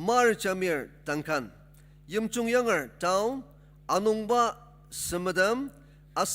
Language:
Ao Naga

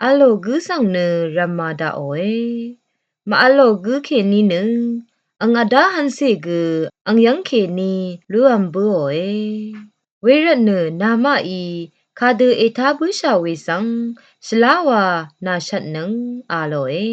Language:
Rawang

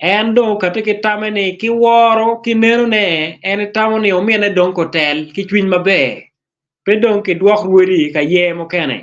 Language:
Acoli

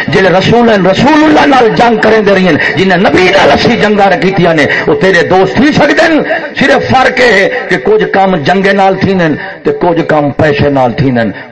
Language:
Saraiki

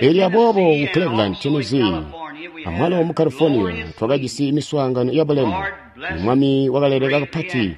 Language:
Tonga (Zambia)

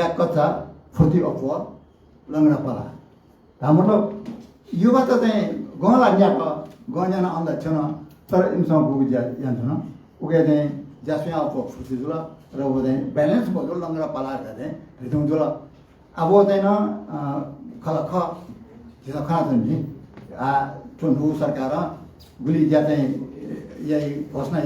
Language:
Newari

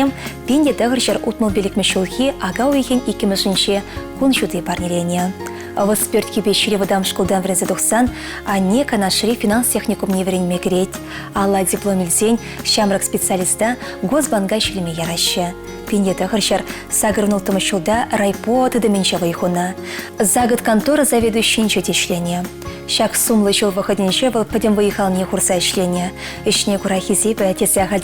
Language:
Chuvash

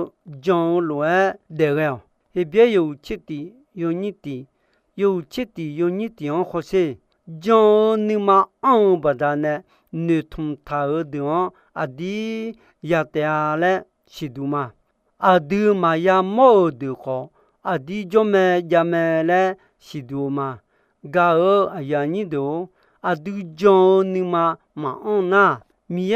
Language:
Akha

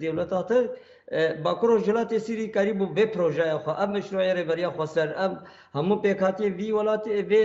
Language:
Kurdish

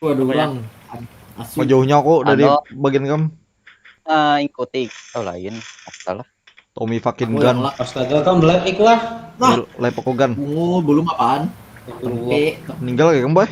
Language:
Banjar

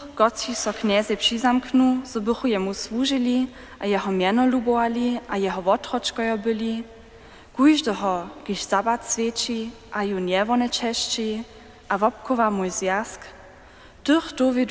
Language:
Upper Sorbian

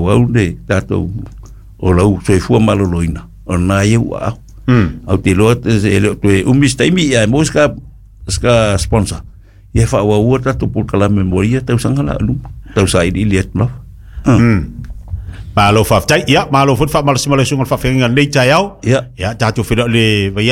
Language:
Samoan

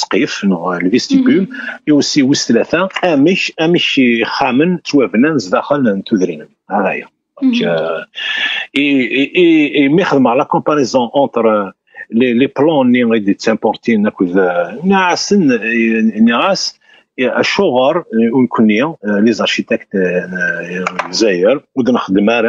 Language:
Kabyle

